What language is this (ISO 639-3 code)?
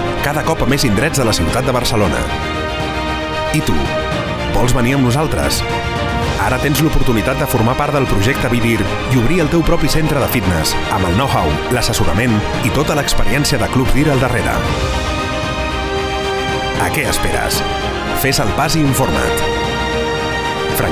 cat